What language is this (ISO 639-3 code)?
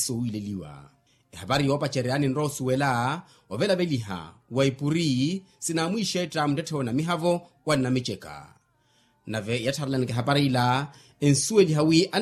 vmw